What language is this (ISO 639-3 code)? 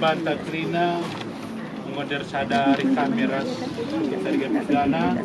btx